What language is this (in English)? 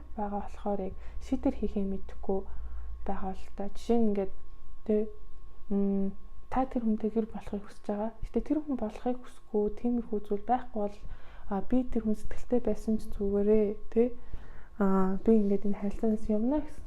Mongolian